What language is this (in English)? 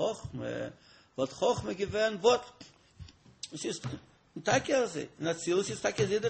Yiddish